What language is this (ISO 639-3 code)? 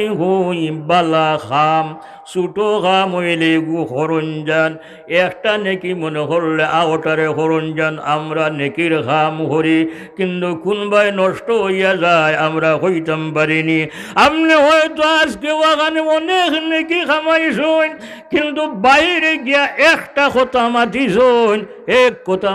syl